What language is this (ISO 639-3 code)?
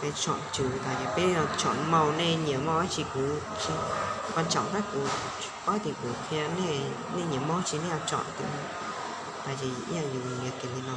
hmn